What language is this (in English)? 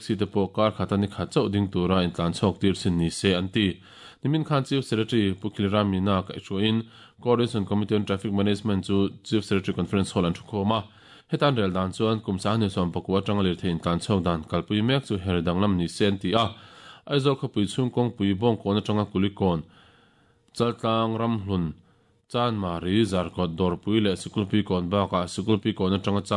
Mizo